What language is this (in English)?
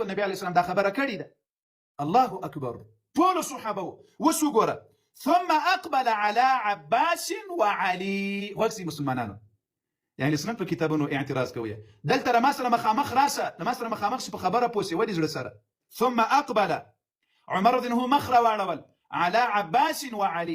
Pashto